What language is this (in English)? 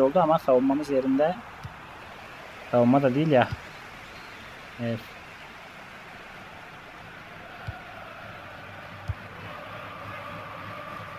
Turkish